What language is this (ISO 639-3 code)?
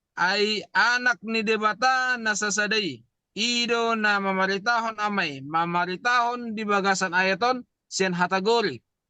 bbc